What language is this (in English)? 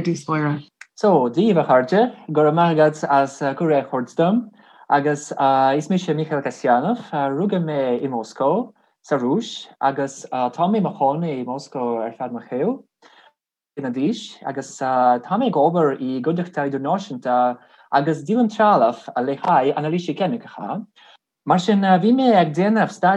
Irish